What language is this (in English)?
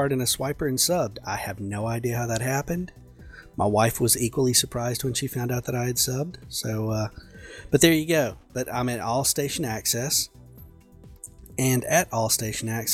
English